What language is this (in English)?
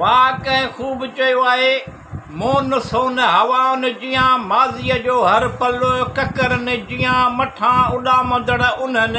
Sindhi